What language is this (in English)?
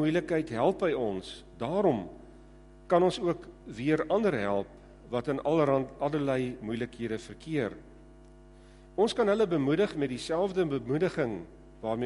Afrikaans